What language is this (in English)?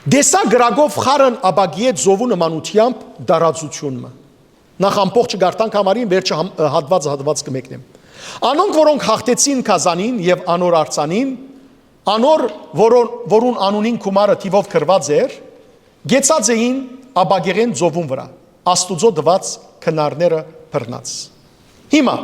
Western Armenian